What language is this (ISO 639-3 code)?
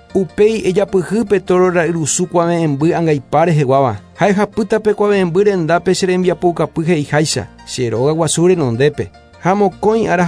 grn